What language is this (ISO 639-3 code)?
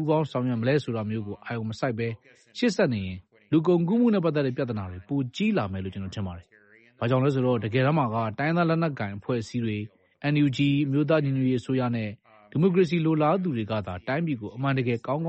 mya